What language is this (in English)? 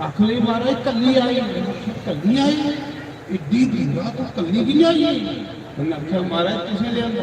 Dogri